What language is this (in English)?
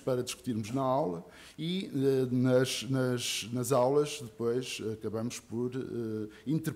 Portuguese